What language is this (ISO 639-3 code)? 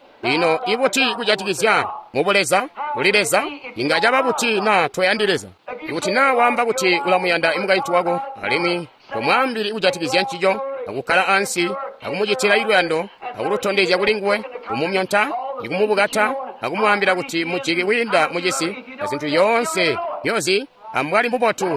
toi